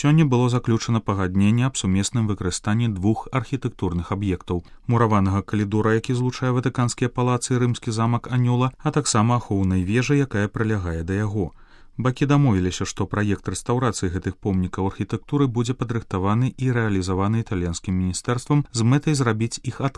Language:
Belarusian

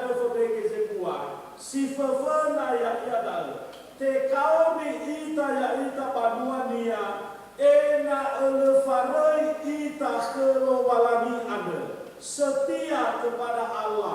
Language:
Nias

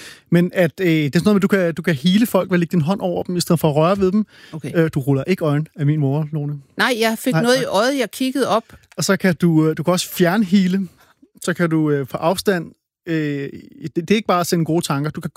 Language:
Danish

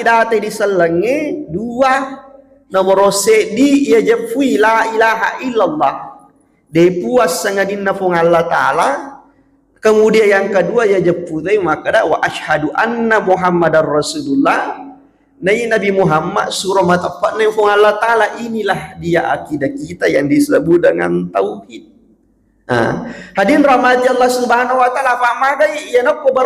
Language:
Buginese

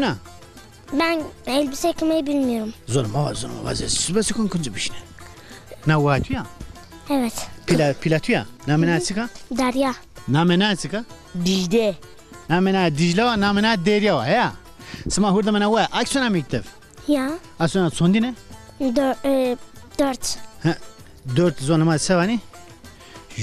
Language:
Zaza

